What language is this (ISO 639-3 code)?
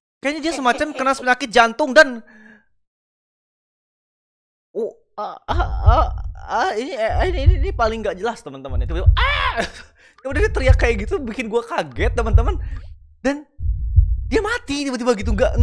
ind